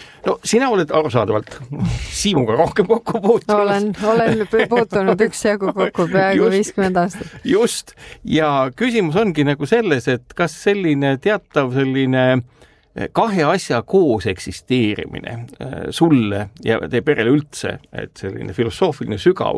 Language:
Estonian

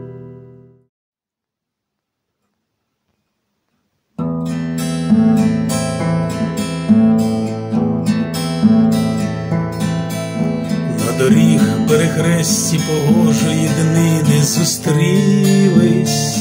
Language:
Ukrainian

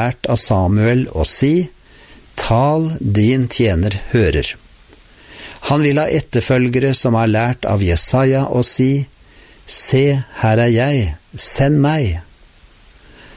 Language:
Norwegian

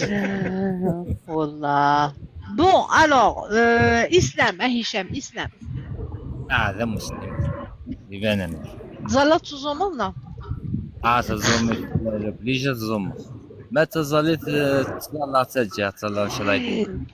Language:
Kabyle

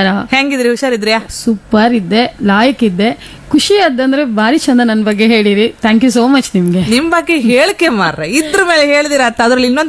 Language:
Kannada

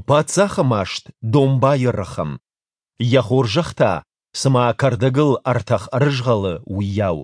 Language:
Ossetic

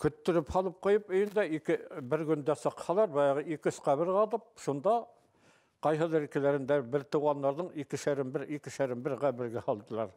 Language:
Bashkir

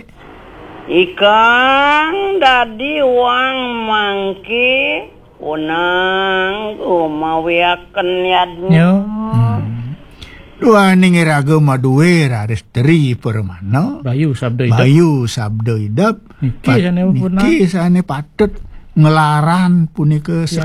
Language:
Balinese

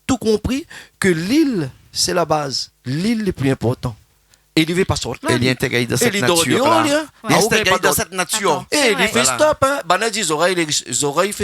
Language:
Réunion Creole French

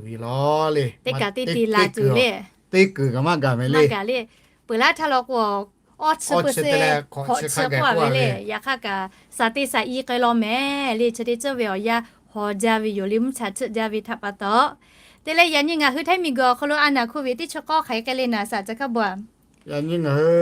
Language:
Lahu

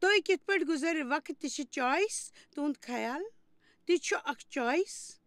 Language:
Kashmiri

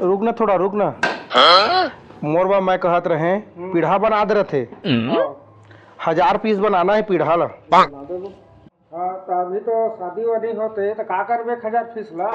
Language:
Chhattisgarhi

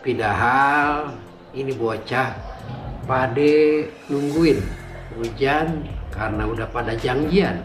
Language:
Betawi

